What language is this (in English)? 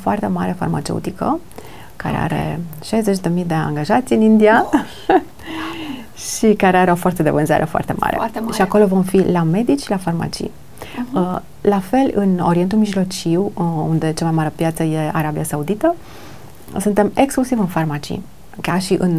Romanian